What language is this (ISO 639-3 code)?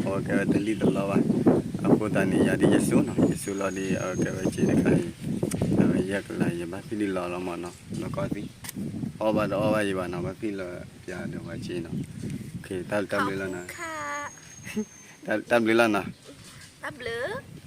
ksw